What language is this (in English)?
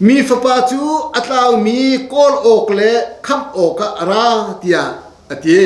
Hakha Chin